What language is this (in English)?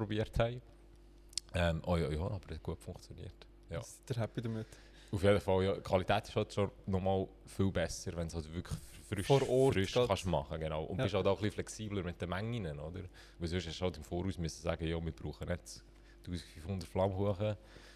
Swiss German